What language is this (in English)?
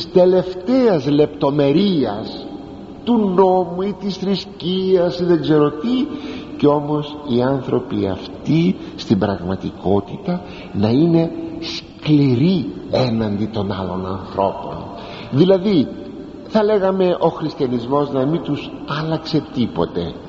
Greek